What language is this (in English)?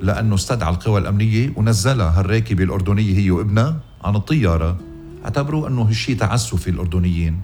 North Levantine Arabic